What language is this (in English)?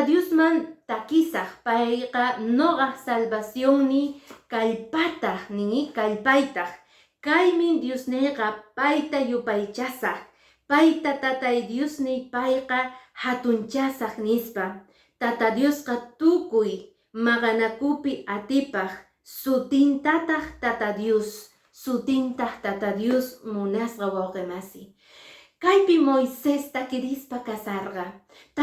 Quechua